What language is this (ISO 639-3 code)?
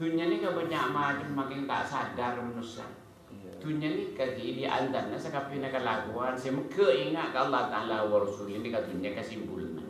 mad